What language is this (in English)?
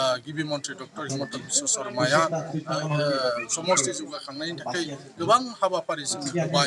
Bodo